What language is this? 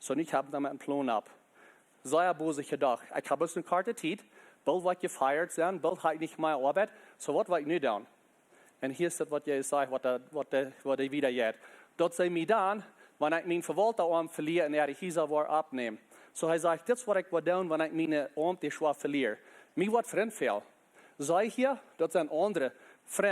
Plautdietsch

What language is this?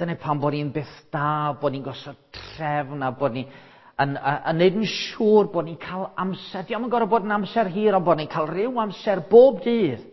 Welsh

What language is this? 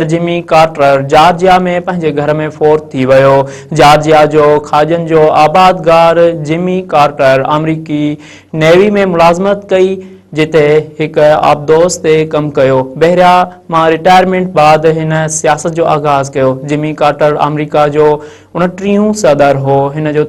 Sindhi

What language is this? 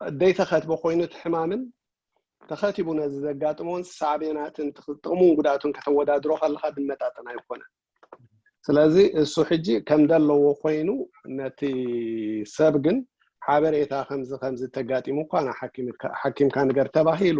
Tigrinya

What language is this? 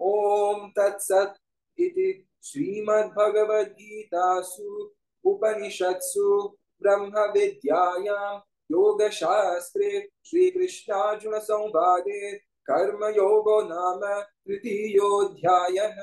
Sanskrit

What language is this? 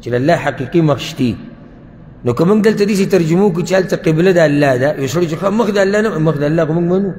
Pashto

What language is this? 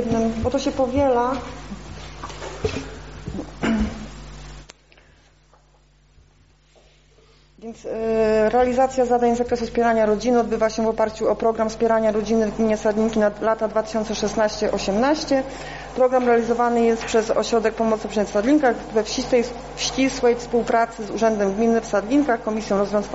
Polish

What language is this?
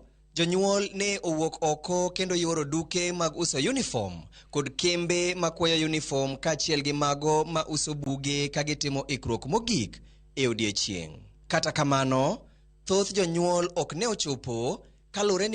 Luo (Kenya and Tanzania)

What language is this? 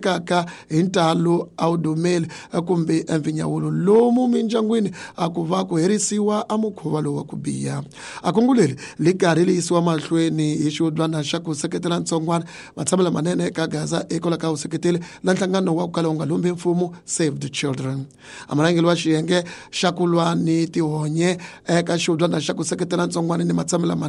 Tsonga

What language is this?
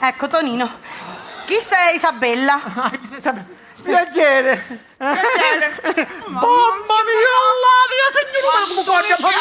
Sicilian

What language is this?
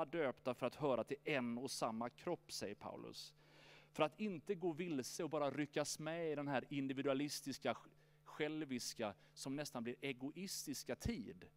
Swedish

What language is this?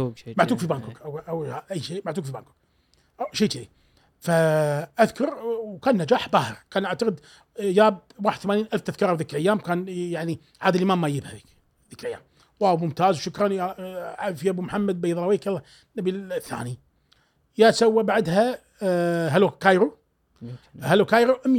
Gulf Arabic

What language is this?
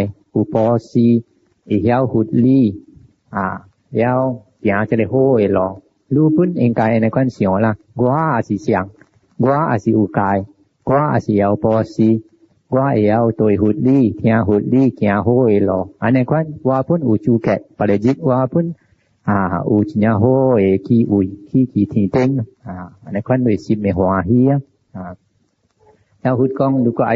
Min Nan Chinese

